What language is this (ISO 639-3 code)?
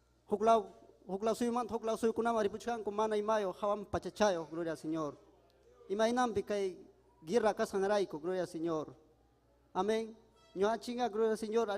quy